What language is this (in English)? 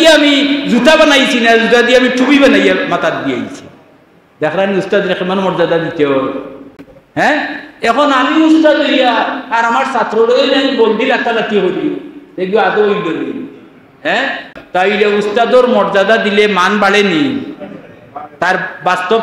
Sylheti